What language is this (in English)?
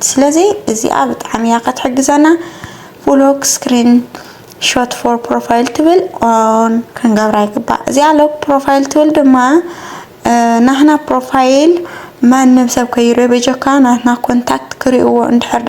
Tigrinya